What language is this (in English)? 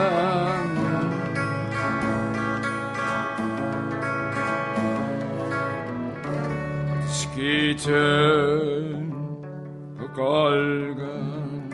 Danish